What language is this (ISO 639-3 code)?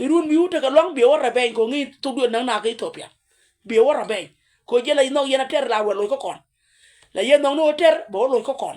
nus